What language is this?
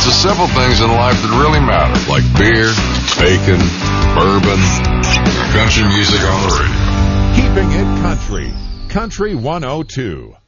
English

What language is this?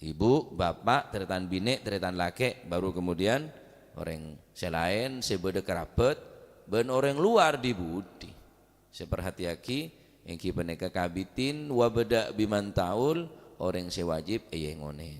Madurese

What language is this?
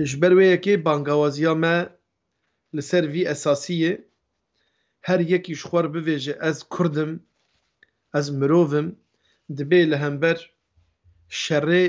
Kurdish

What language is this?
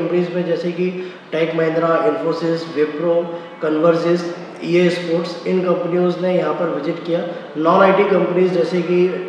Hindi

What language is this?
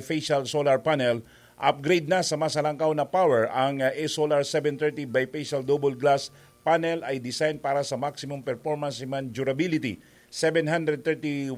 Bikol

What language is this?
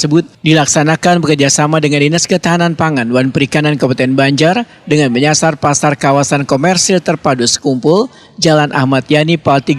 Banjar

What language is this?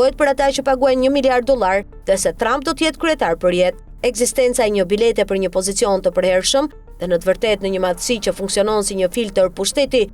Albanian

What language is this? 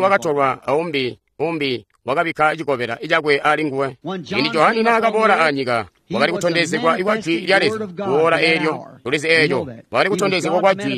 Tonga (Zambia)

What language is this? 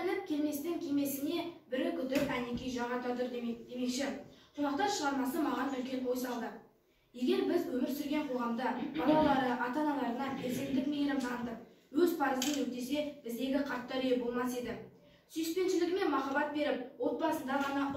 Kazakh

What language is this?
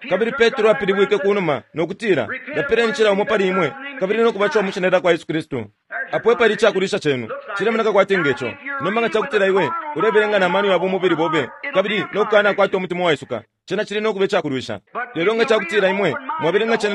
Bemba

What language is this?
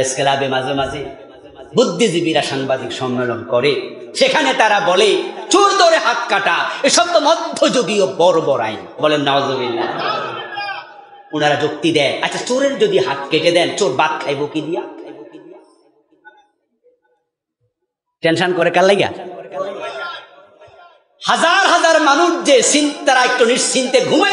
Bangla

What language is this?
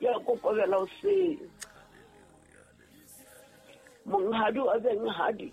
Southern Sotho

